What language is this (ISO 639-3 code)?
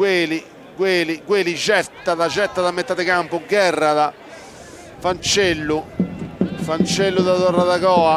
srd